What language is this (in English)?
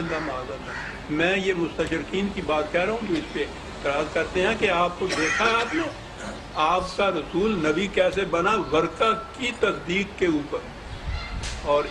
Urdu